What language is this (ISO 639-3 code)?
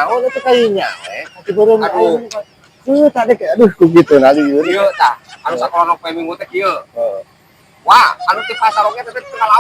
sun